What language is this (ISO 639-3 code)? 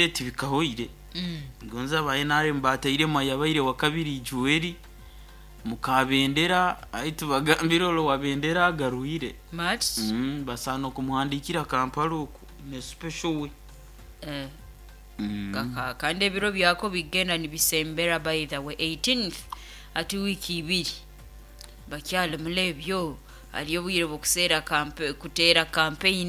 nyo